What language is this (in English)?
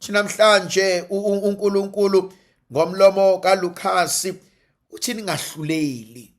Zulu